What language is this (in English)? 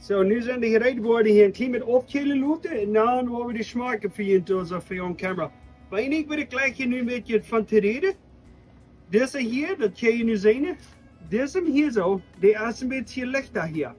Plautdietsch